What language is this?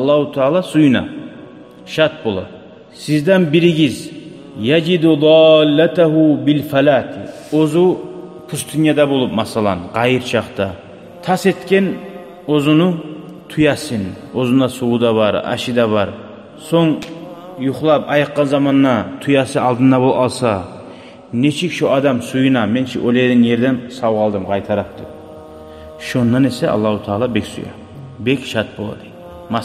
Kumyk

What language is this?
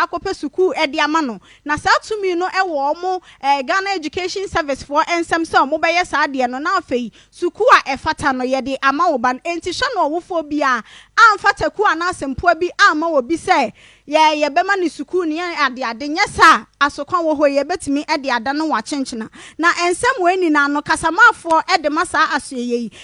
Akan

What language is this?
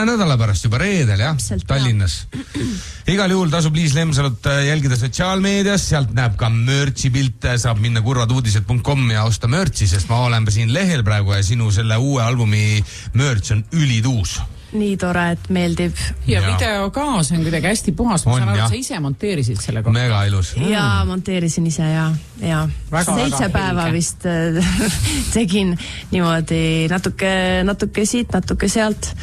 Estonian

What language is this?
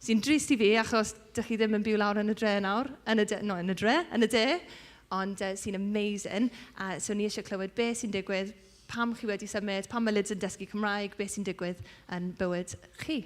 Welsh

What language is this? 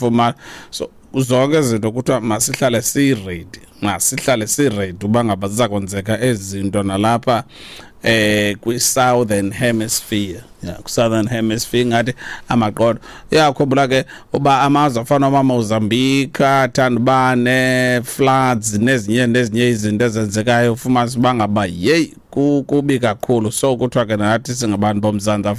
Xhosa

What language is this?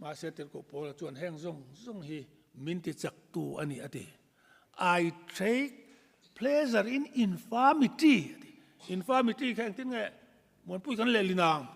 Mizo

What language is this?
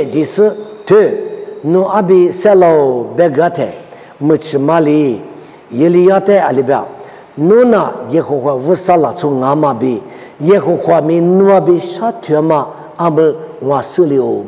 Lisu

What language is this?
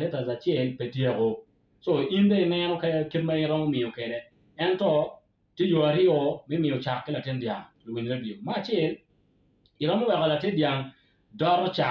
Acoli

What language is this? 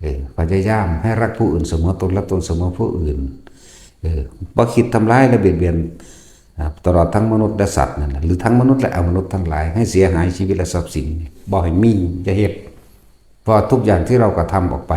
Northeastern Thai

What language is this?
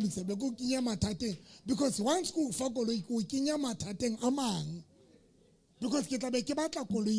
Southern Sotho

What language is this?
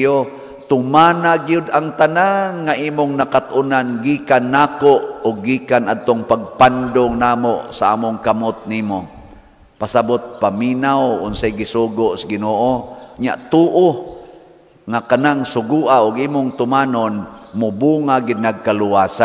Cebuano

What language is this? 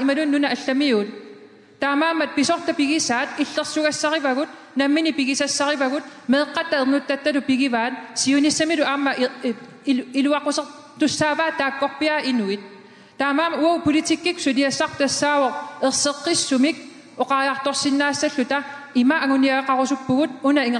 Kalaallisut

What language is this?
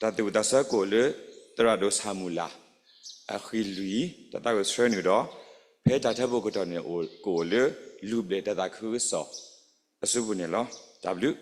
S'gaw Karen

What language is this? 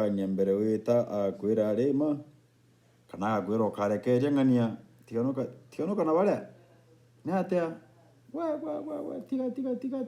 Meru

